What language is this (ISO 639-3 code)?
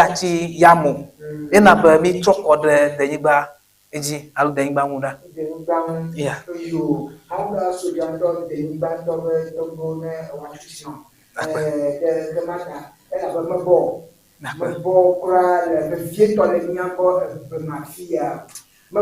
ewe